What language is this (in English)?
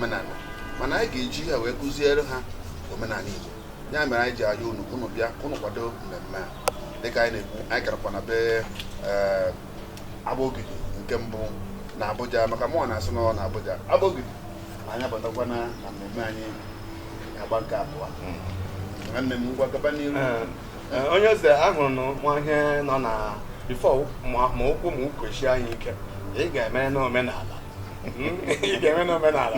Igbo